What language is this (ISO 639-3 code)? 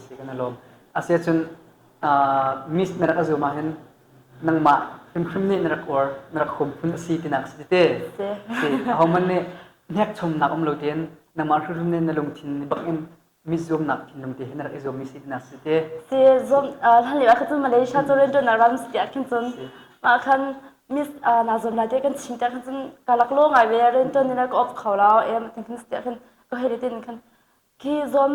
cnh